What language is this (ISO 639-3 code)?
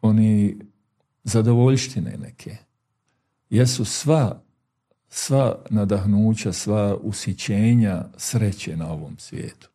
bos